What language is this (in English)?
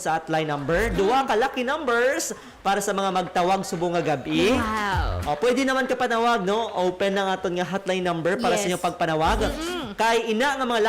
Hiligaynon